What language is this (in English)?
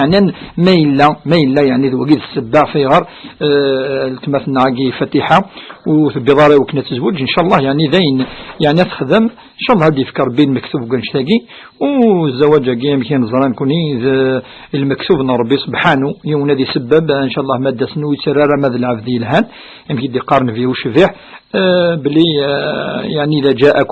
Kabyle